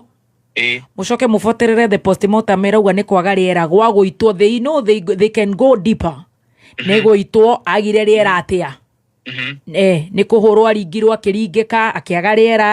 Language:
Kikuyu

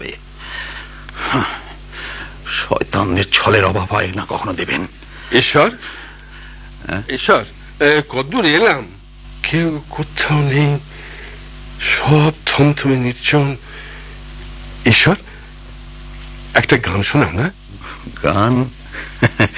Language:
Bangla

